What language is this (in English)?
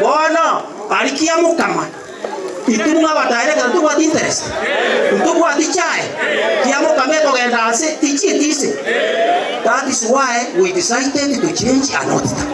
Gusii